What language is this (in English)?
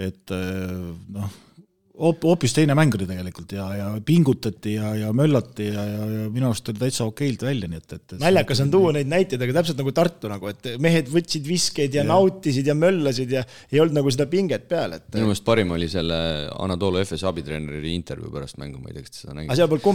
Estonian